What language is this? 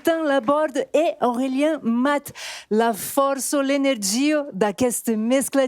Occitan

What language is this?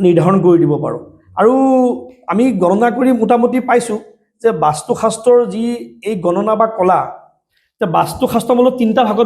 Assamese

